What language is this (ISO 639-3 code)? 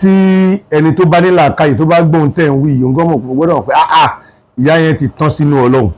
yor